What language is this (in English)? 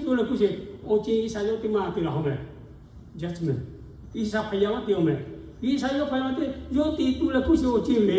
Lahu